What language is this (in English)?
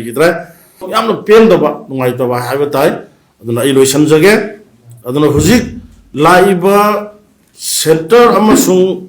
Manipuri